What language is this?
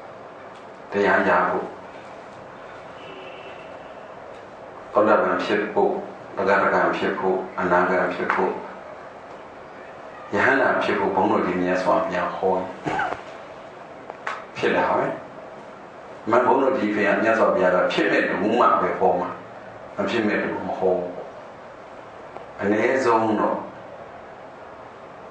Burmese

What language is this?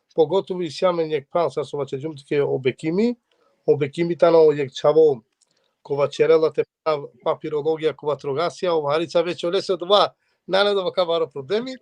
Balkan Romani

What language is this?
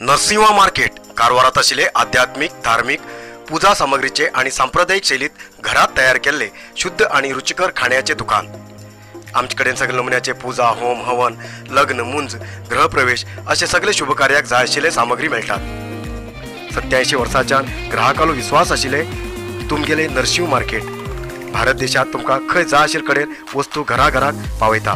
Konkani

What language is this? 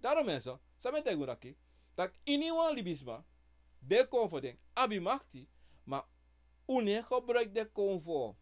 Sranan Tongo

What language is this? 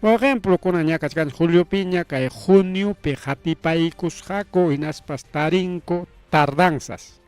Ayacucho Quechua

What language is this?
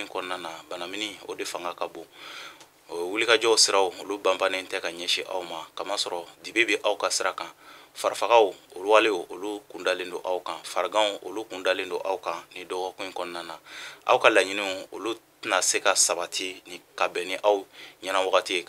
Bambara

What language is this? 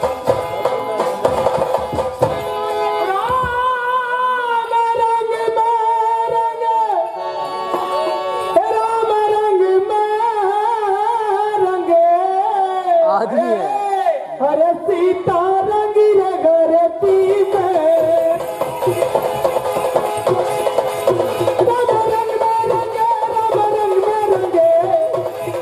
Hindi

